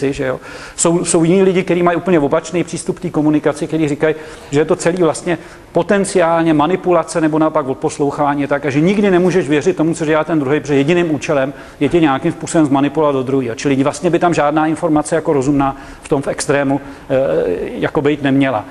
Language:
Czech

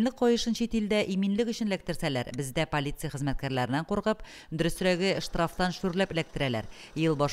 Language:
Tatar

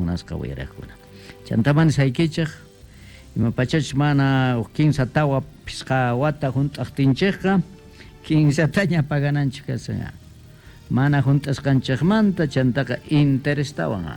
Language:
Quechua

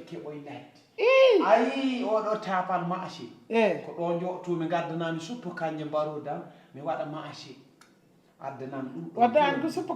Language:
Fula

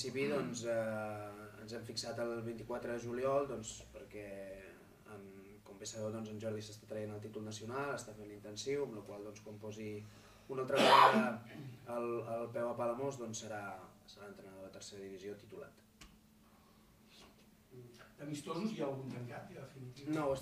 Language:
Catalan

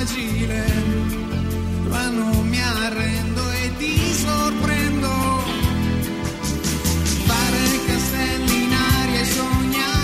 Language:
Italian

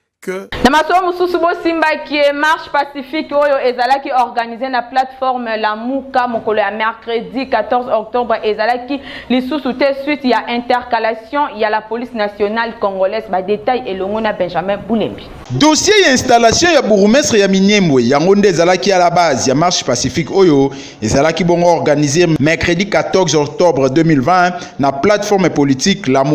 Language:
Lingala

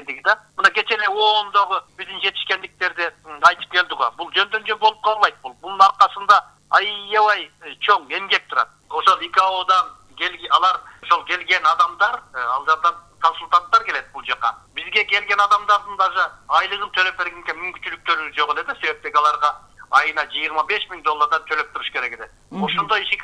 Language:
Kyrgyz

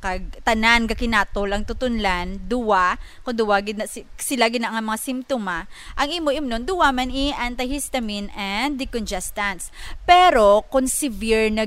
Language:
Hiligaynon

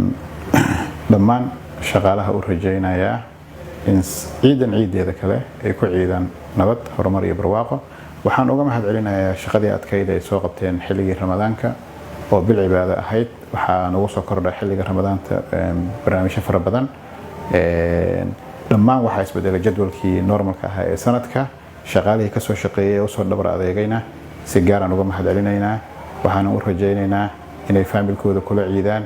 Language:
Somali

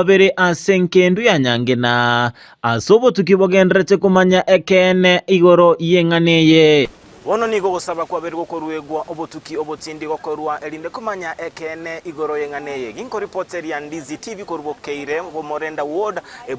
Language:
Gusii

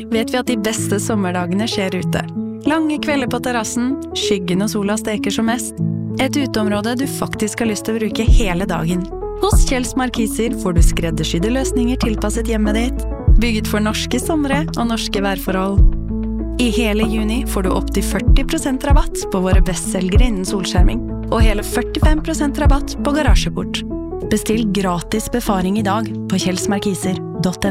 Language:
Norwegian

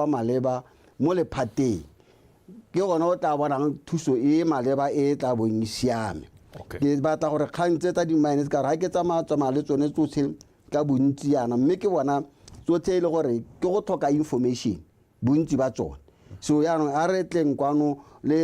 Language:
Tswana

